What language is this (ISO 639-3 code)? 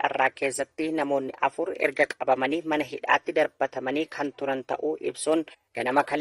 orm